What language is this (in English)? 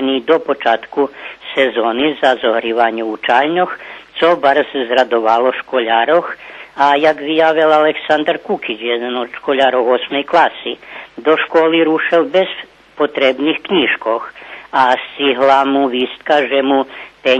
Rusyn